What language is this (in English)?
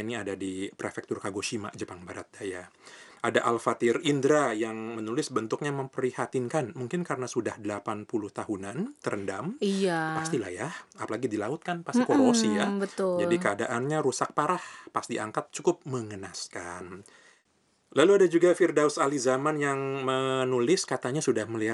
Indonesian